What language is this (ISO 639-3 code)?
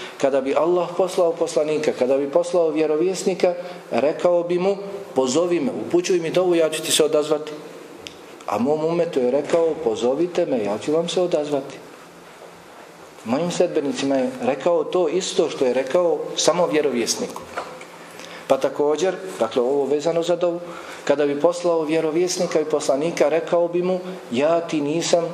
bos